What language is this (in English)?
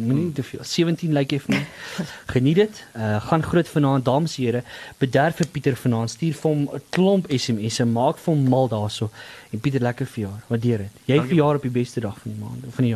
Afrikaans